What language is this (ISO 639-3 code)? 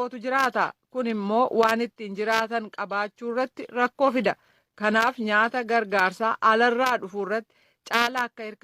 orm